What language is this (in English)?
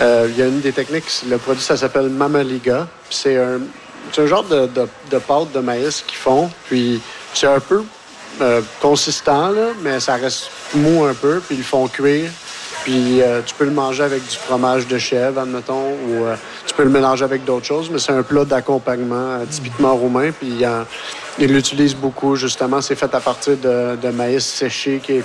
French